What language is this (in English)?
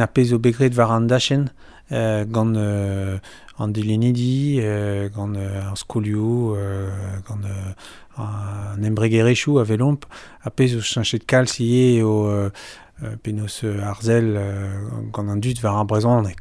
Breton